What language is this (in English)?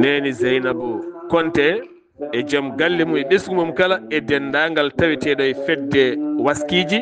Fula